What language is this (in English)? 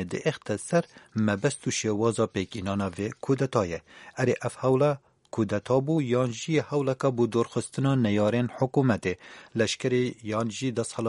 Kurdish